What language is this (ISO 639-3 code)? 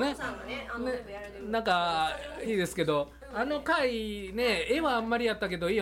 jpn